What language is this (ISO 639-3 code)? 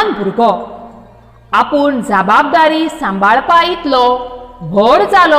kok